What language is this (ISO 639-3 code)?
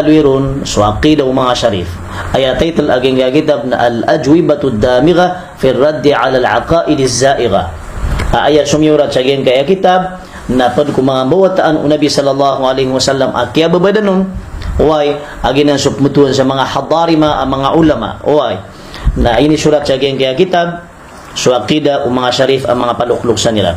mrw